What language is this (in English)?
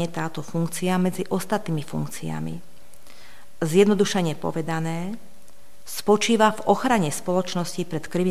Slovak